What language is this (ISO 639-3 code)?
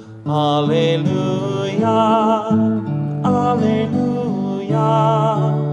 eng